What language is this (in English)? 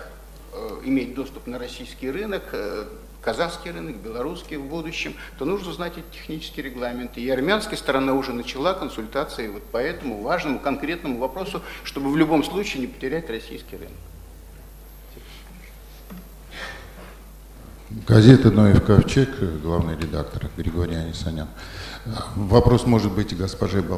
Russian